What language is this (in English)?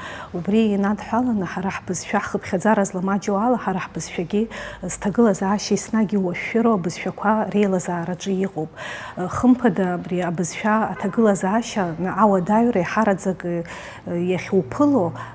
Abkhazian